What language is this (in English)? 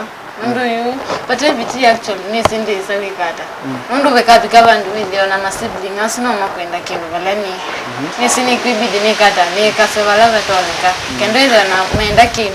Kamba